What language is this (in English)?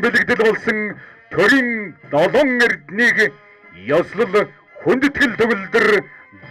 Mongolian